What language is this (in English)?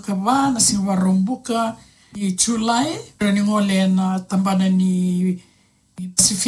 Fijian